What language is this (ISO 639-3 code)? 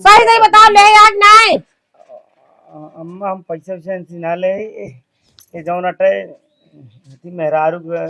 awa